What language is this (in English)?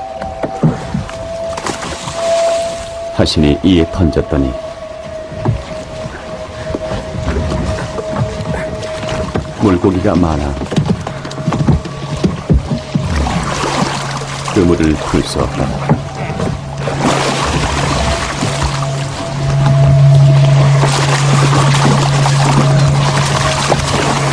Korean